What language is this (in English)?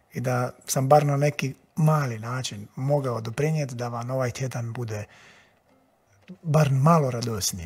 Croatian